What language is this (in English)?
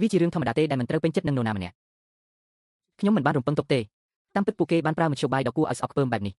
Khmer